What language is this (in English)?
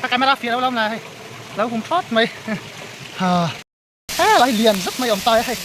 Mizo